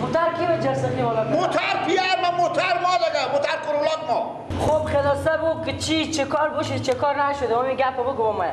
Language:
Persian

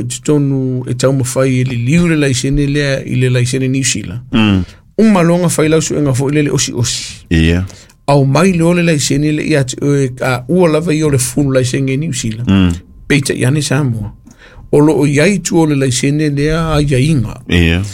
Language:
Samoan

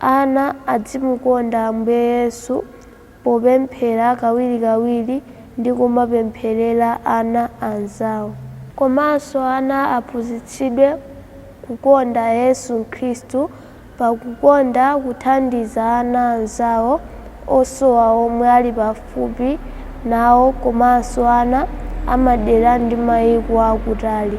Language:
Nyanja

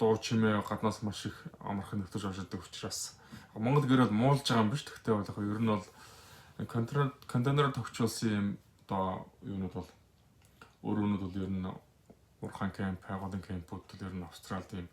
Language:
Mongolian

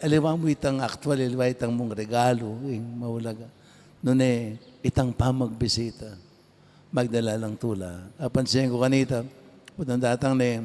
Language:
Pampanga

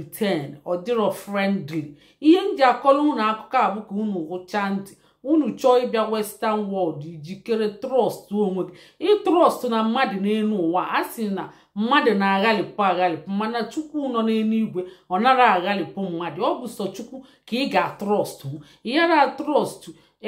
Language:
Igbo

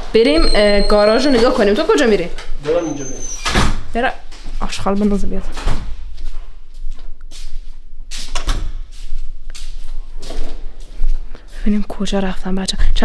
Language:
Persian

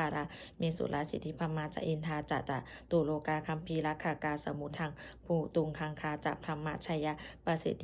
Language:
Pali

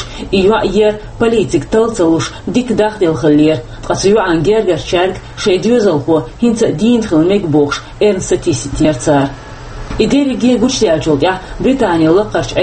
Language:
Chechen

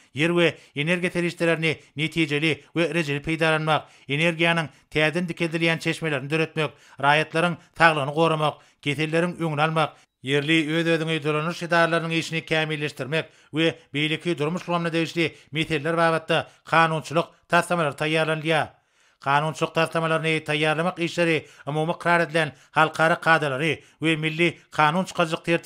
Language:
Turkmen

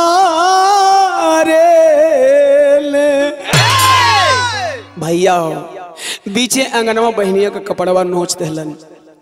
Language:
Bhojpuri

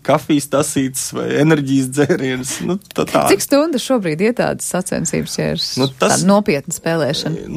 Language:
Latvian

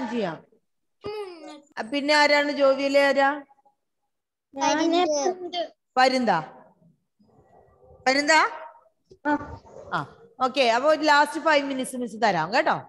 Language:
Malayalam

